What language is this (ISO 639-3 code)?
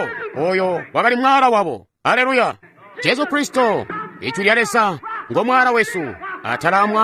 toi